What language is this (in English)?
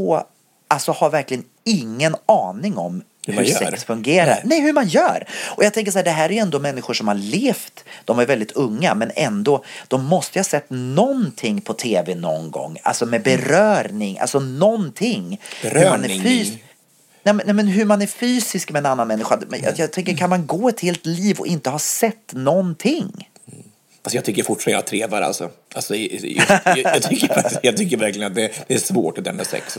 Swedish